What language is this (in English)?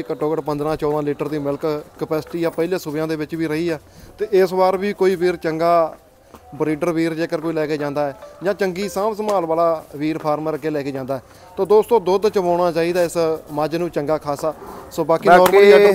Punjabi